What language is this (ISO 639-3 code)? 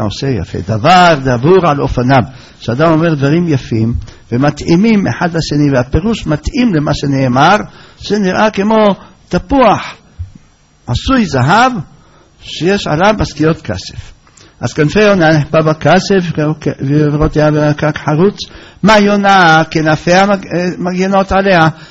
heb